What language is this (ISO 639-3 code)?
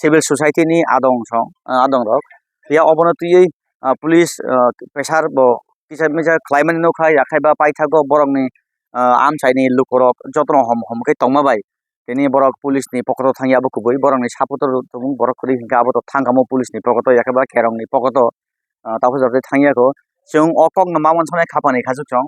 trp